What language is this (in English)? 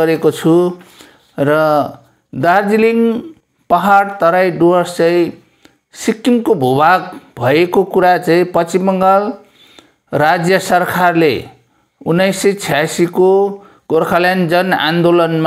Nepali